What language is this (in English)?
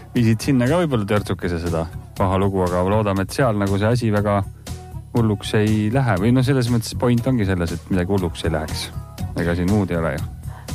Estonian